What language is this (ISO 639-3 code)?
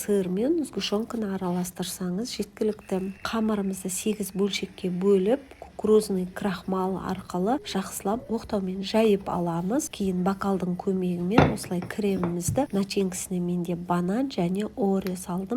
kaz